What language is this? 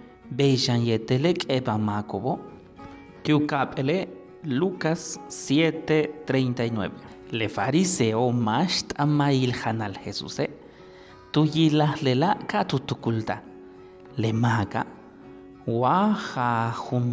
Yucateco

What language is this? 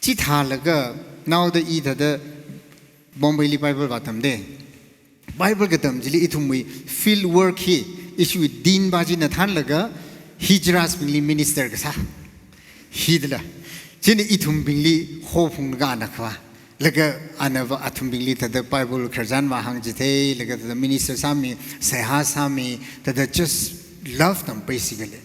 Tangkhul Naga (India)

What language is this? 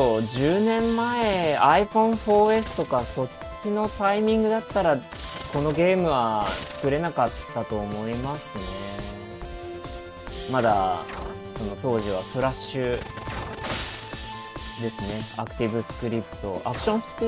Japanese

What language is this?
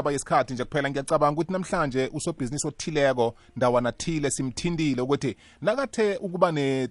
South Ndebele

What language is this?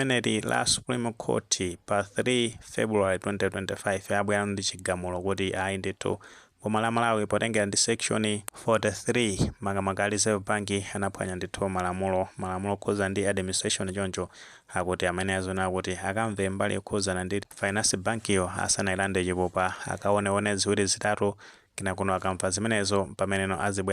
Nyanja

